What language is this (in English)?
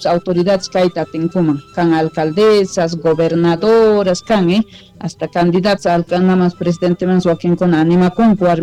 South Bolivian Quechua